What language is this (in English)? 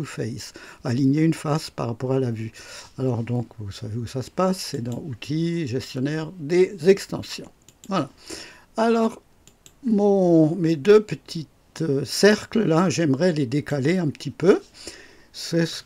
French